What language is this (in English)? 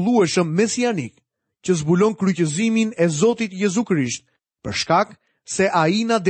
Albanian